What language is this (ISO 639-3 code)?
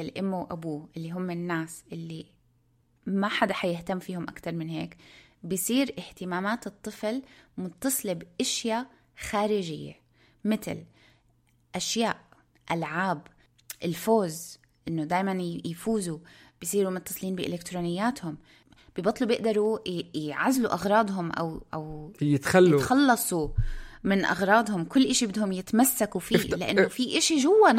apc